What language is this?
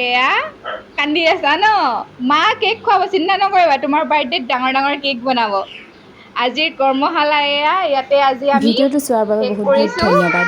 Assamese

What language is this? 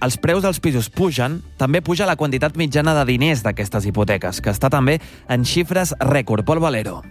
Catalan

